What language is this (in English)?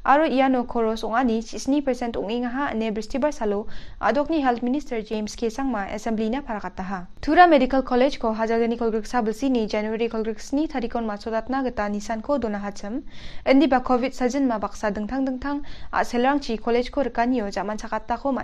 Garo